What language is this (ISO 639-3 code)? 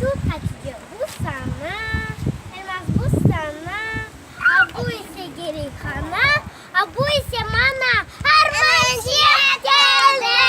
crh